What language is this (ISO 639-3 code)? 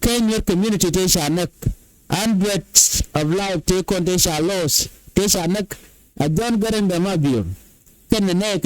nus